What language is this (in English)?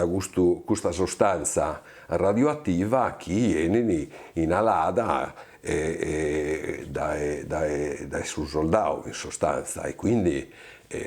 Sardinian